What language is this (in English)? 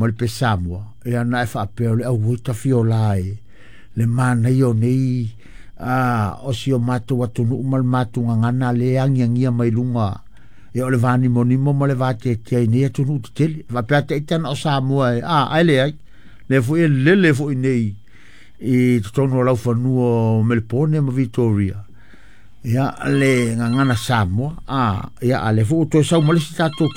Samoan